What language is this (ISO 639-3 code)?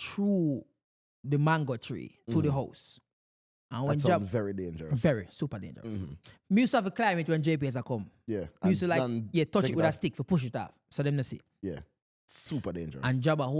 jam